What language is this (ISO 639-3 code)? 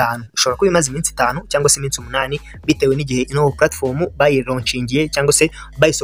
kin